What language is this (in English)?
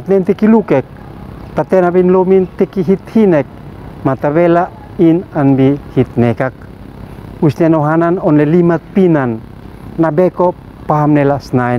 Uab Meto